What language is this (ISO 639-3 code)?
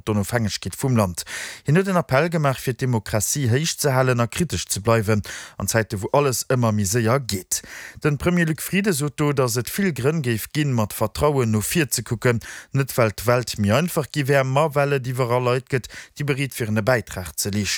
ltz